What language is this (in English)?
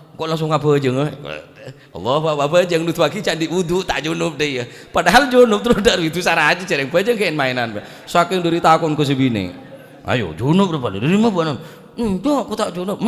Madurese